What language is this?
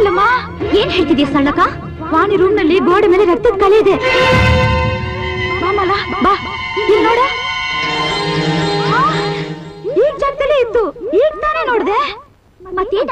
Kannada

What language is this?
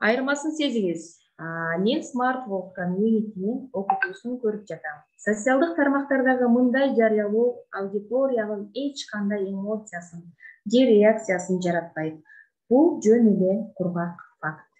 Kyrgyz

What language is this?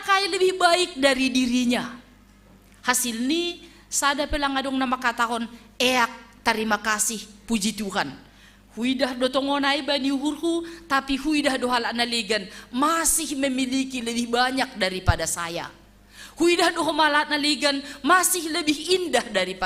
Batak Simalungun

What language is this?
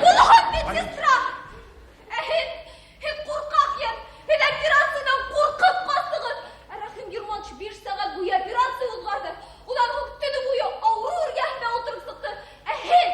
Bashkir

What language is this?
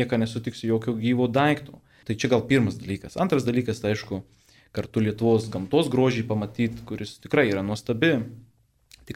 Lithuanian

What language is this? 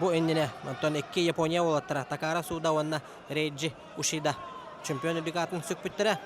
Yakut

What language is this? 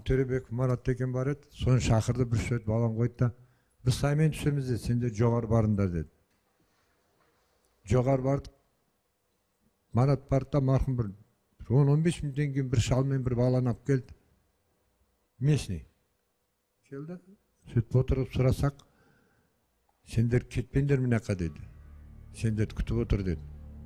Kazakh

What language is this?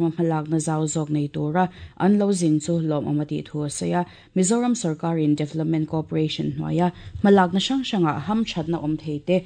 Mizo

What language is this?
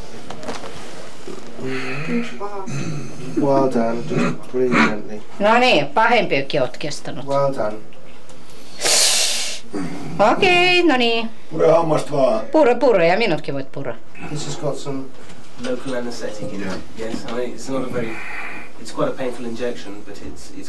Finnish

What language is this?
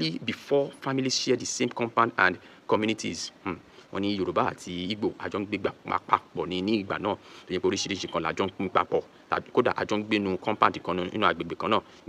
Yoruba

